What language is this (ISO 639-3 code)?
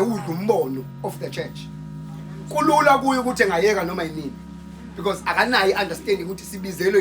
zul